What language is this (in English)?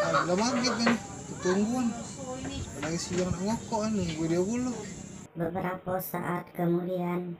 Musi